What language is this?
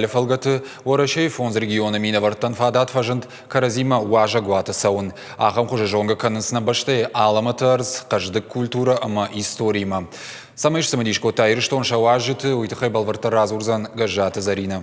Ossetic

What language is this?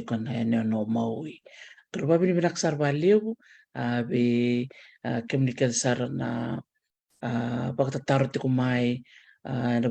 Fijian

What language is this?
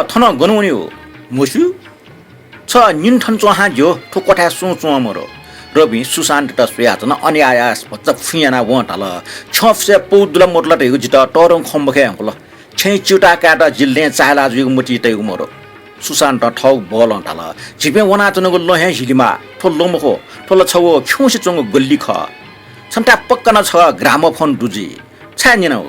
Newari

